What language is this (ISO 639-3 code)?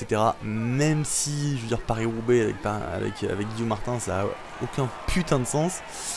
fra